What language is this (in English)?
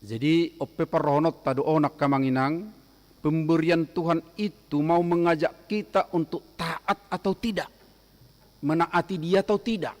Batak Toba